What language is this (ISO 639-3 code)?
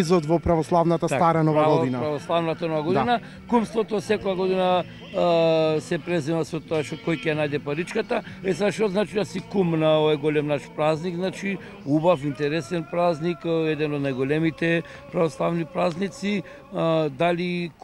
mkd